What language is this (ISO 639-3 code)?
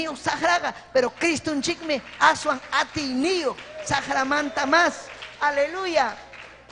quy